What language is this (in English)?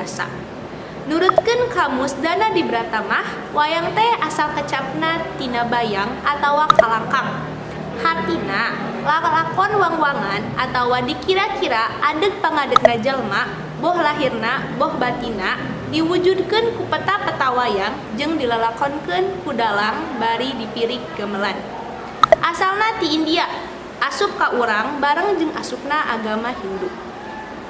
Sundanese